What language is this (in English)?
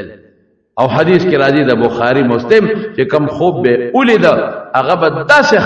Pashto